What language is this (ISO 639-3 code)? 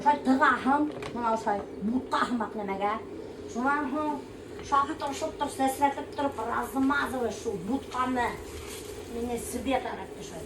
bak